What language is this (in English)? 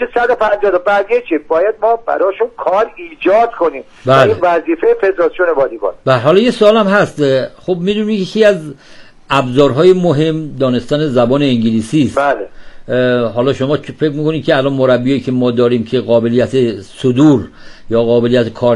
Persian